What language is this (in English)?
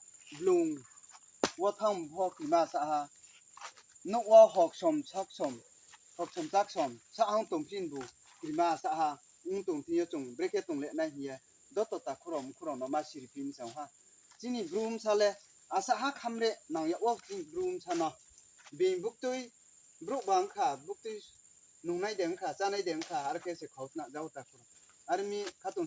Riang (India)